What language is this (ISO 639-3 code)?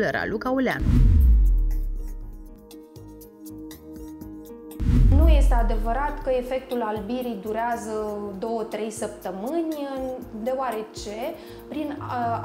ron